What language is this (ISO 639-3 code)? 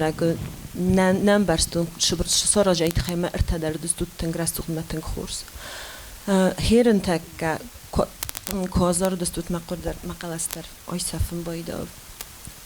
oss